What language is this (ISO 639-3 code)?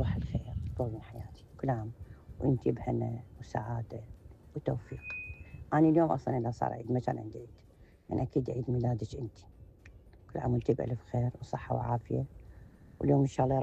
acm